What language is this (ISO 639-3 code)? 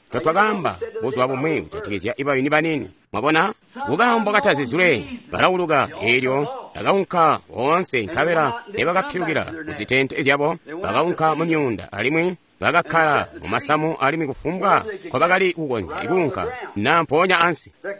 toi